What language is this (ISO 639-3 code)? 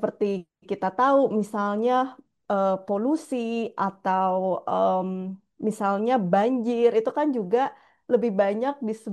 ind